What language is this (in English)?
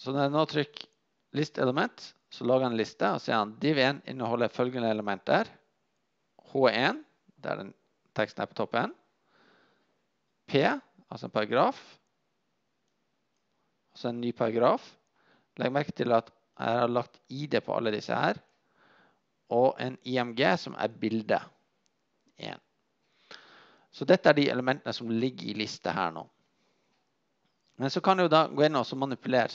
Norwegian